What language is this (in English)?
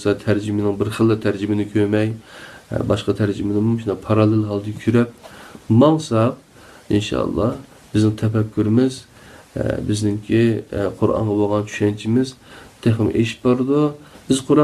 Uyghur